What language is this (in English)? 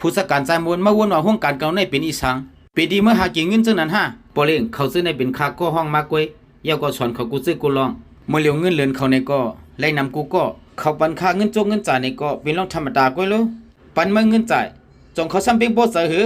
Shan